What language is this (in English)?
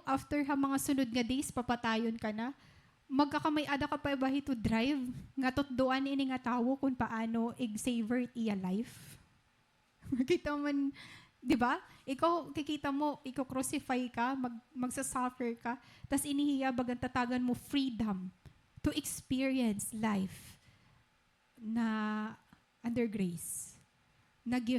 Waray